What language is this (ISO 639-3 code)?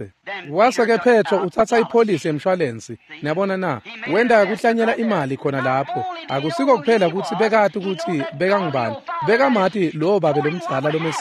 ssw